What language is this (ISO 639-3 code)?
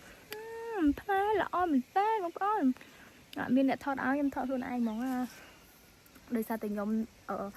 khm